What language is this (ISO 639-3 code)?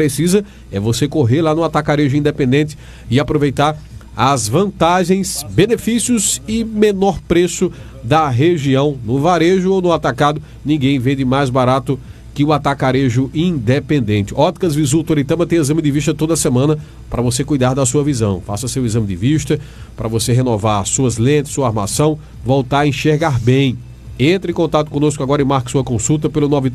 por